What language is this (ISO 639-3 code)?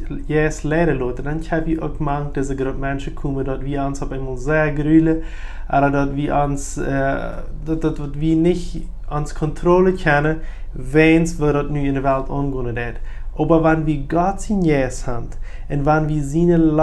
pdt